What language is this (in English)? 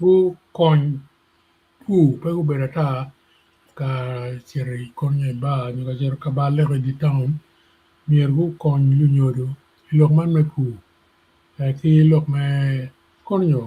Acoli